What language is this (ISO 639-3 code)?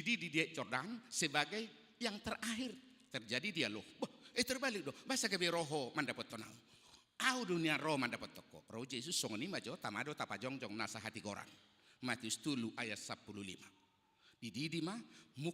bbc